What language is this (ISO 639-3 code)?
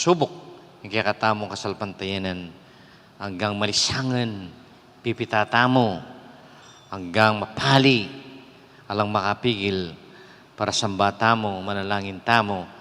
pam